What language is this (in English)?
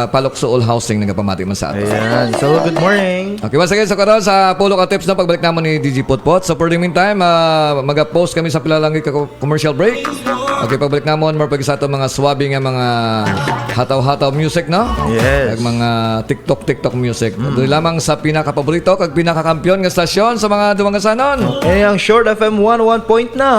Hiligaynon